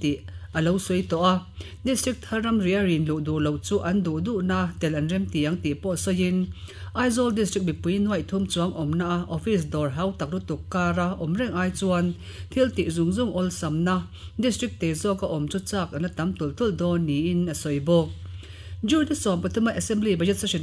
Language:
Mizo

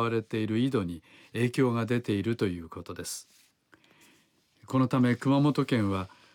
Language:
Japanese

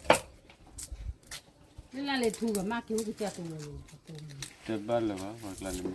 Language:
S'gaw Karen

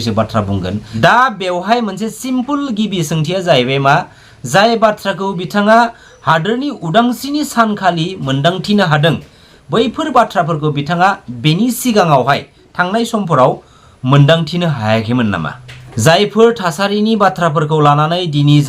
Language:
Bodo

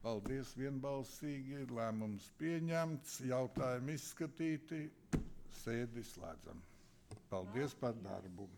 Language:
Latvian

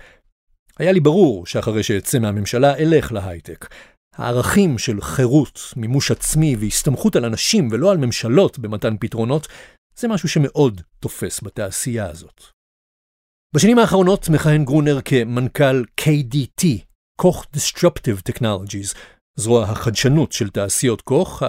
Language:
Hebrew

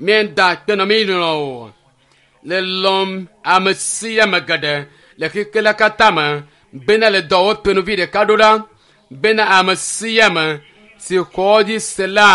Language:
Ewe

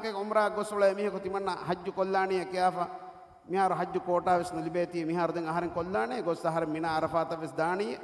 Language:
Divehi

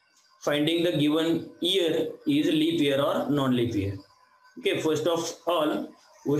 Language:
Marathi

